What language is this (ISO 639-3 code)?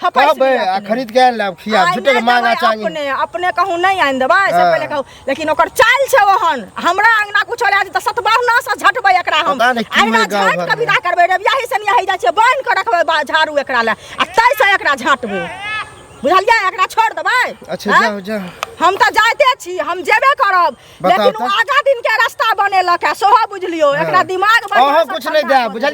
mai